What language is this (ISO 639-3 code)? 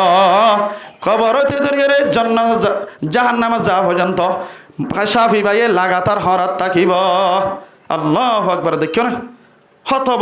rhg